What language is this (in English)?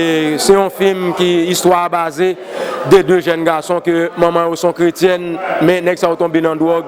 Haitian Creole